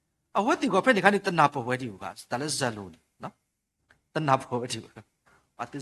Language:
S'gaw Karen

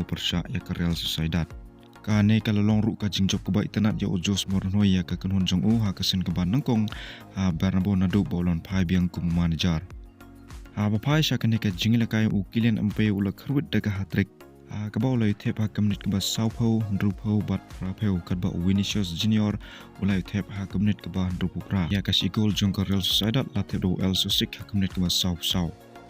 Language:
Khasi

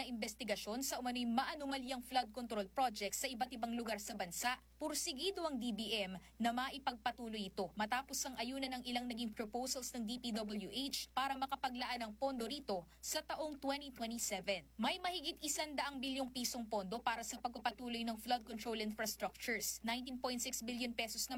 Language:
Filipino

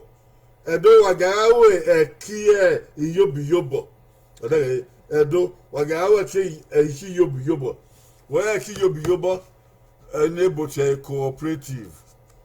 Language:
Bini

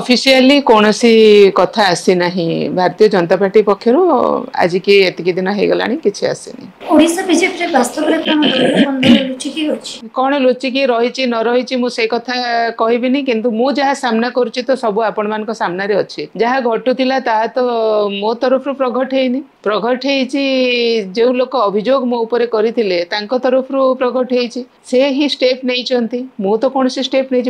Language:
Odia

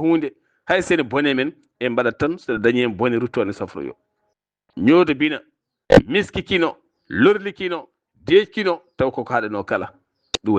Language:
Fula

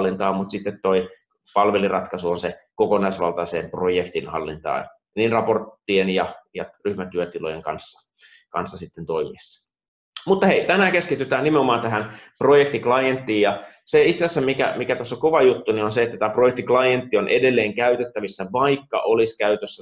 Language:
Finnish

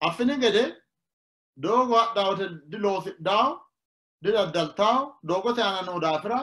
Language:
Sidamo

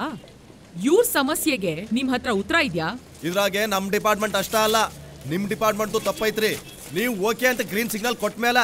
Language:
Kannada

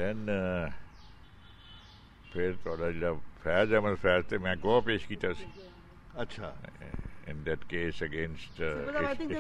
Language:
Punjabi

